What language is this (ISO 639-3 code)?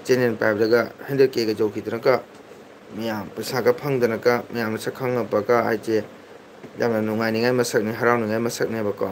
mni